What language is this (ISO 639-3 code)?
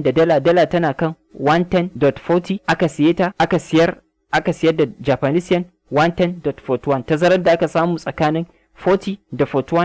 hau